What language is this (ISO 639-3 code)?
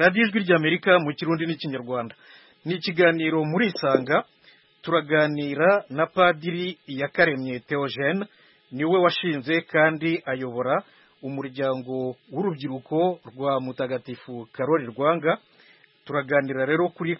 kin